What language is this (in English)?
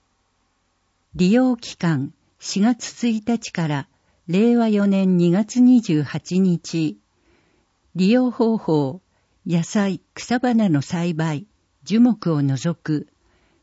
Japanese